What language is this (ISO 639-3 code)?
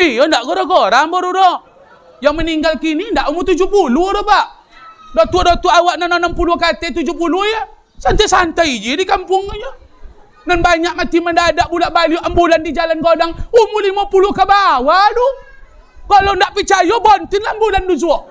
min